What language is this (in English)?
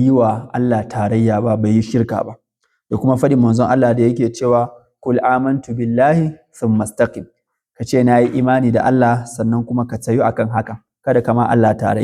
Hausa